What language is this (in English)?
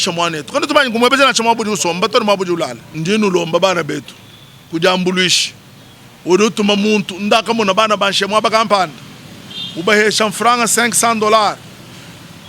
Luba-Lulua